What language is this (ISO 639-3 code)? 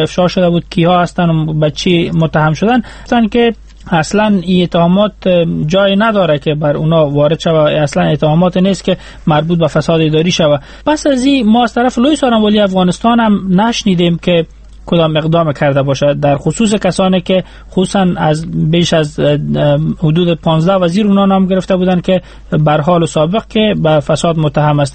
fas